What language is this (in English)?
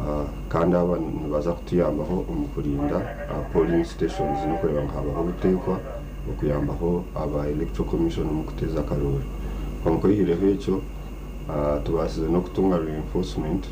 Nyankole